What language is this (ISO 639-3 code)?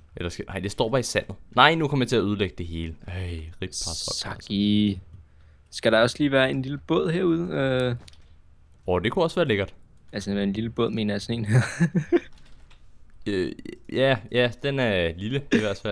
dan